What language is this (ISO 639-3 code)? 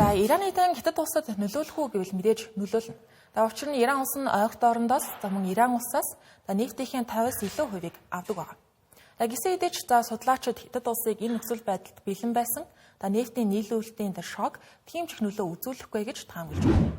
mon